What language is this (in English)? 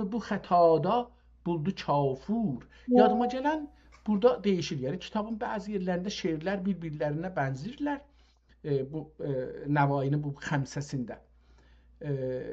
South Azerbaijani